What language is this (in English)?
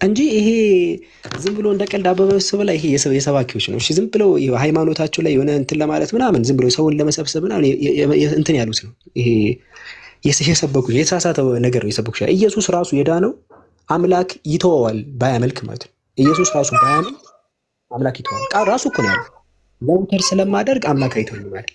Amharic